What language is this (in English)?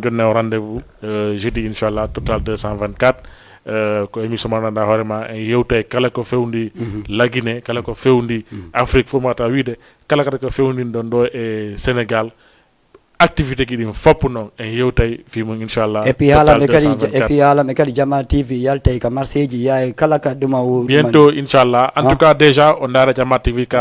Fula